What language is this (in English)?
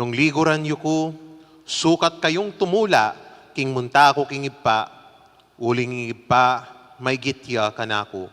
Pampanga